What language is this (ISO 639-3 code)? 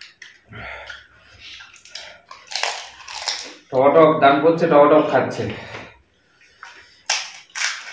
ben